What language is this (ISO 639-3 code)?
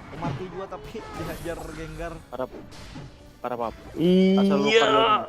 bjn